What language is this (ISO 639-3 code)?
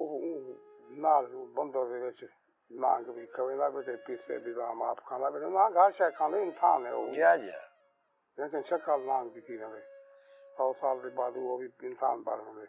skr